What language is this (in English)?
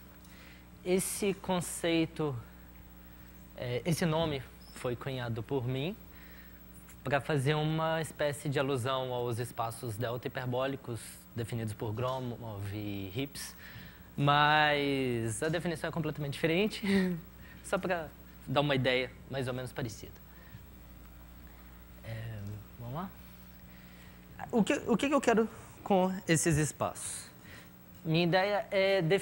Portuguese